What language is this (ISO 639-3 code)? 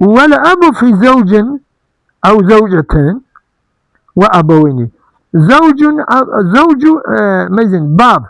kur